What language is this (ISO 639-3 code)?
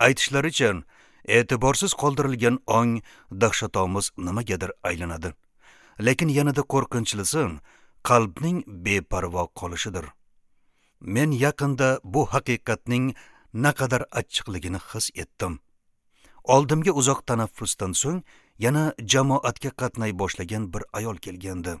uzb